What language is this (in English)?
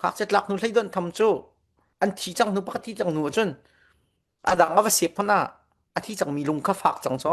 Falam Chin